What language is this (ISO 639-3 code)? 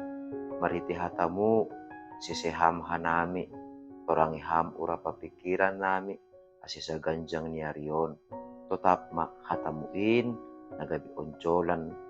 bts